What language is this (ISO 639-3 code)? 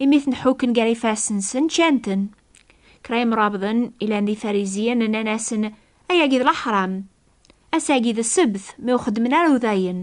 kab